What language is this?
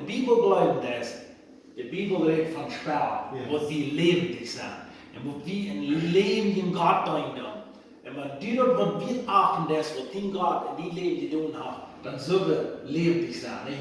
Plautdietsch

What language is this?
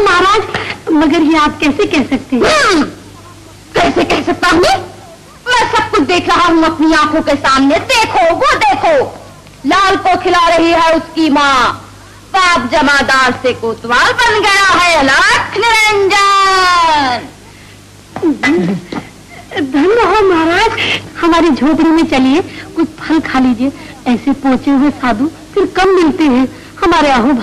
Hindi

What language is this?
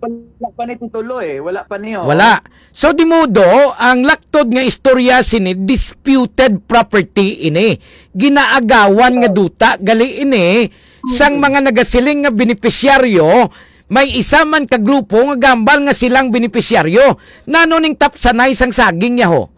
Hiligaynon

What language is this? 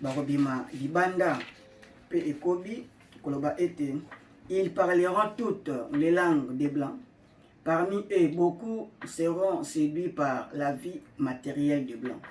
Lingala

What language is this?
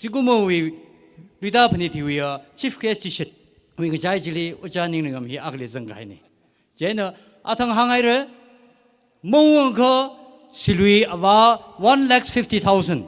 Tangkhul Naga (India)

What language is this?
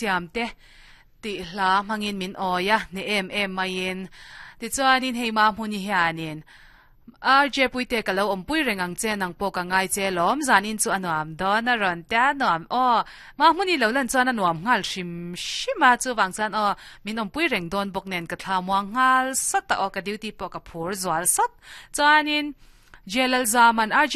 Mizo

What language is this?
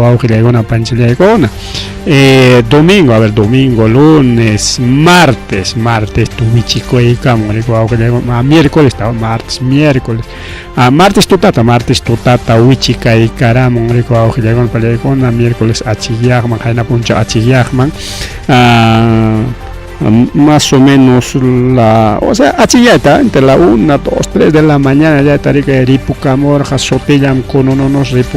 Ayacucho Quechua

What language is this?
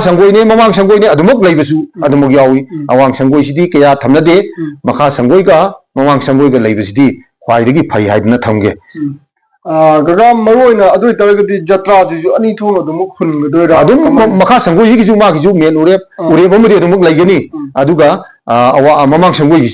Manipuri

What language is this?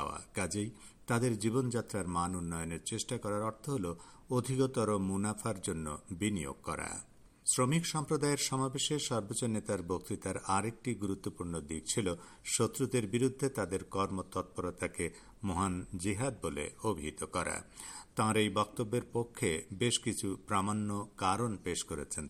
Bangla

